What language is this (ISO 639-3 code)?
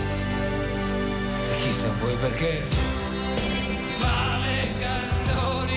ita